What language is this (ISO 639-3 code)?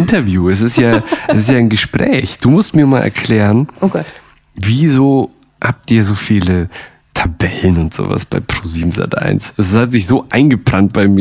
deu